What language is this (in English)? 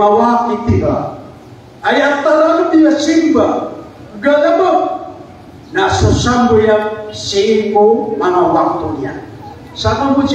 Maranao